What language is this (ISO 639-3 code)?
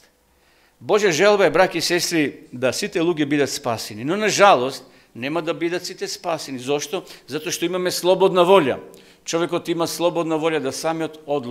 mkd